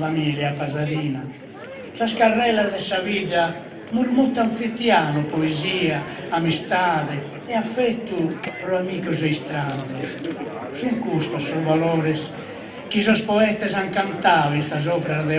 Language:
Sardinian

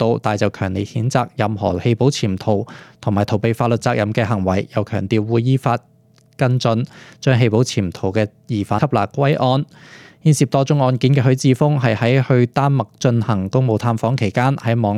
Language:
Cantonese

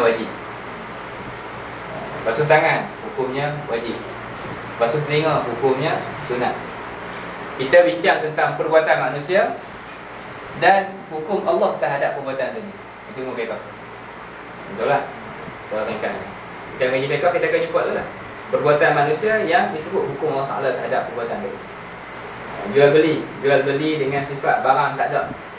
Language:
Malay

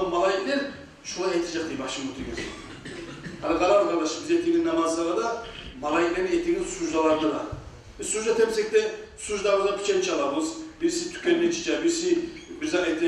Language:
Kumyk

